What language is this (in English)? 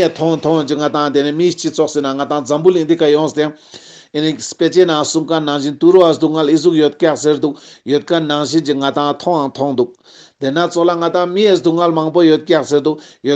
Ladakhi